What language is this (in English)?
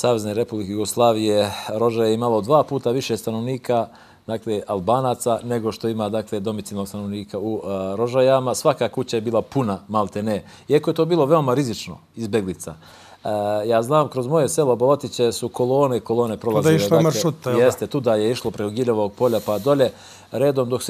Bosnian